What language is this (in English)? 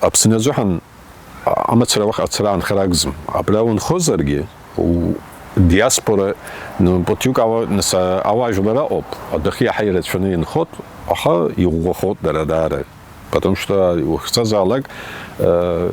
Abkhazian